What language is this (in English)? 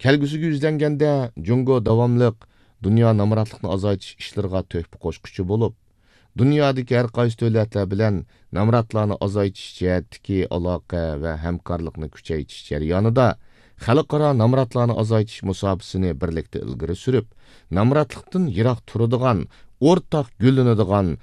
Uyghur